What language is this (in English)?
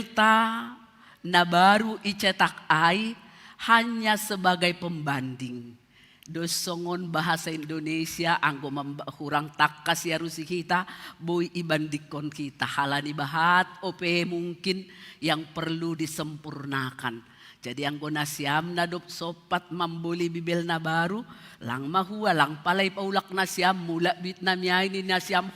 Batak Simalungun